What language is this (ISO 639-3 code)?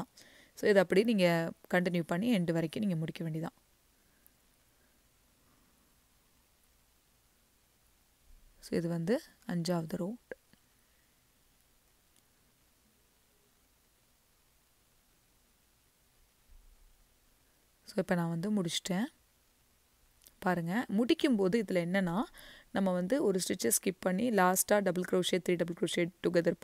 tam